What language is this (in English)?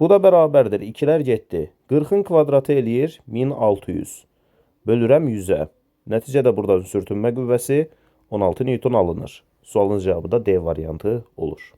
Azerbaijani